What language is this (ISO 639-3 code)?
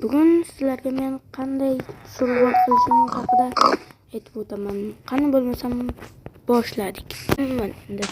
uzb